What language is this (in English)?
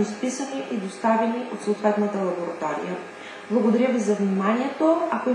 Bulgarian